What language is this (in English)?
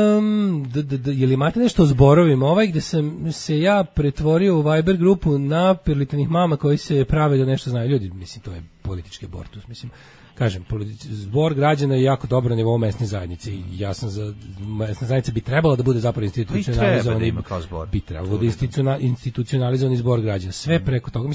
Serbian